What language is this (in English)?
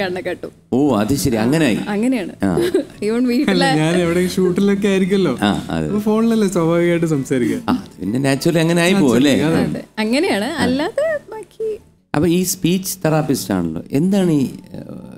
Malayalam